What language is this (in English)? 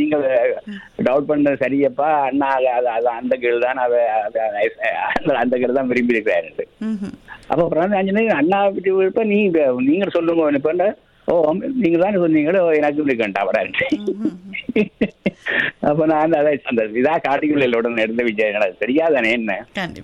Tamil